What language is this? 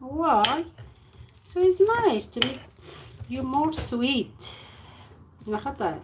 Algerian Arabic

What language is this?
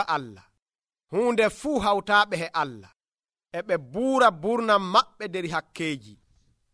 Nigerian Fulfulde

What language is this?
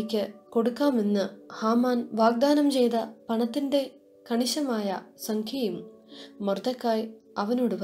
Malayalam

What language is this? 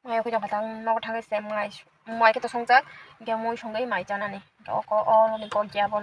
Kok Borok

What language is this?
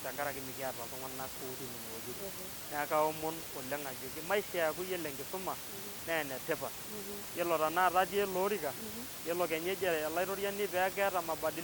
Masai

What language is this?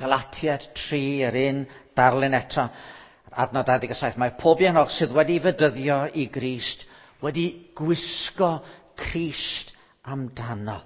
Welsh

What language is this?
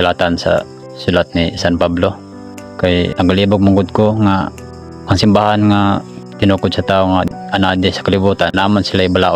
Cebuano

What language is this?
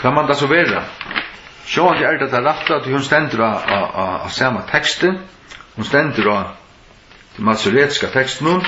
Faroese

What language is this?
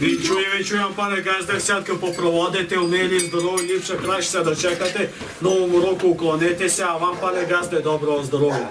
Rusyn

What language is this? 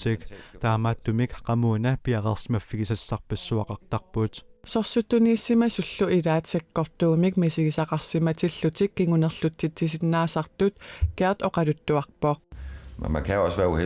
Kalaallisut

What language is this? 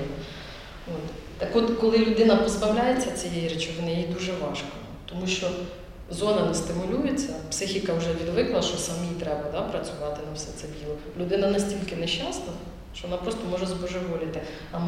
Ukrainian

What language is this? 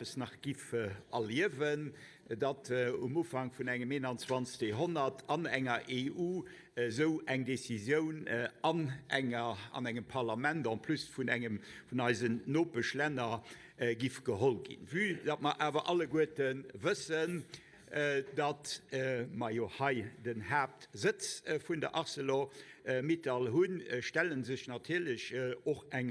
Luxembourgish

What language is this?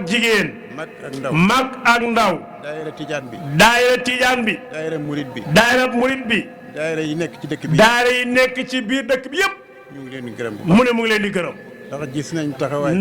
Wolof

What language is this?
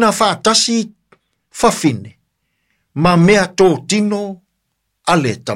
Samoan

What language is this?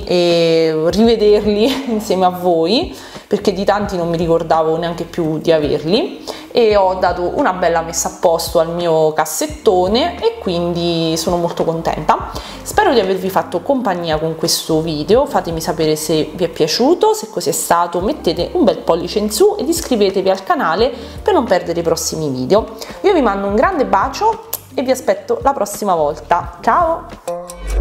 Italian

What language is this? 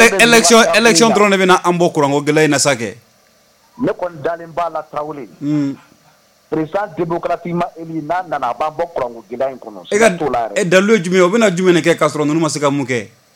Bambara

